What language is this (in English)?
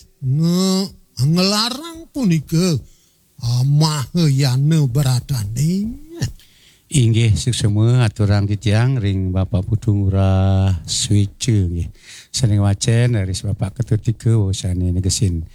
Balinese